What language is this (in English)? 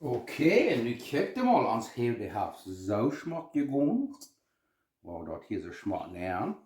Plautdietsch